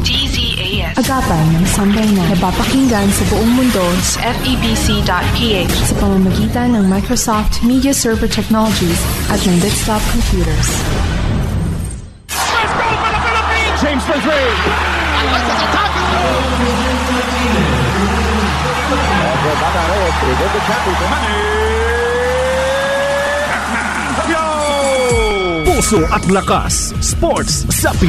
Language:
Filipino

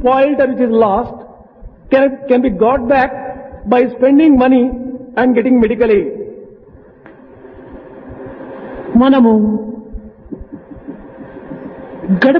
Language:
Telugu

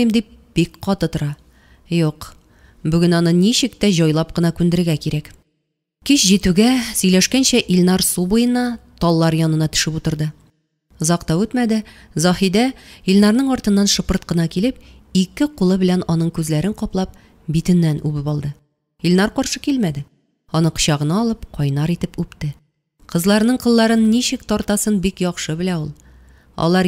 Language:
Tatar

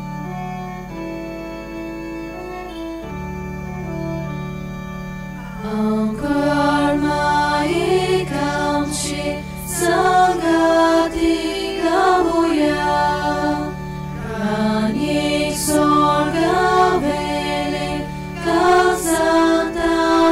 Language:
Konkani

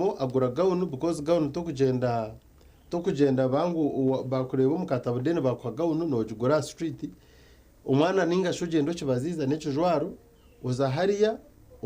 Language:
Nyankole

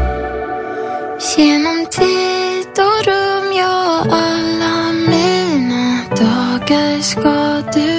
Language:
Swedish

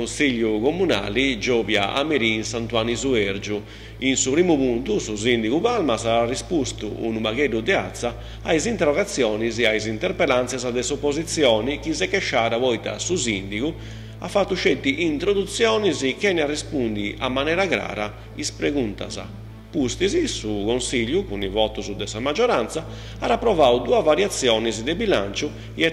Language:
Sardinian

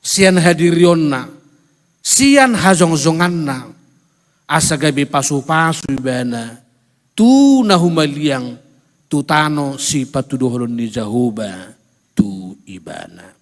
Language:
Batak Toba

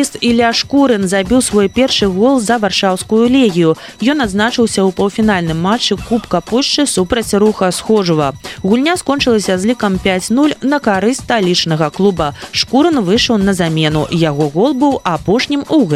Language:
Belarusian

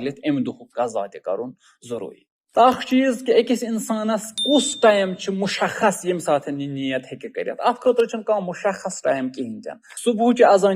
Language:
Kashmiri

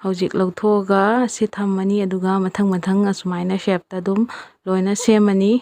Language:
Manipuri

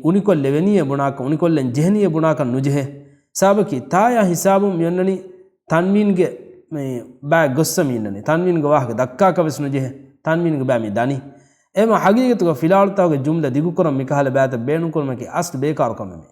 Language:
Divehi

